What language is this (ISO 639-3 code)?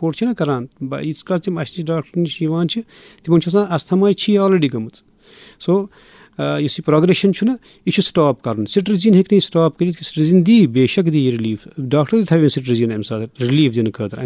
kas